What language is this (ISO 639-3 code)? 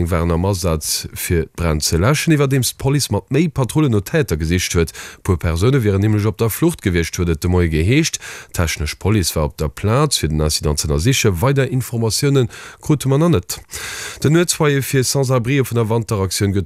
ltz